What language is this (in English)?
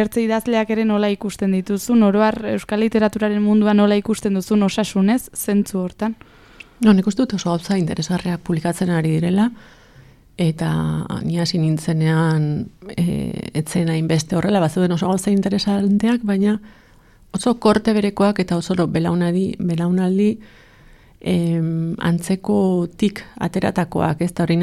Basque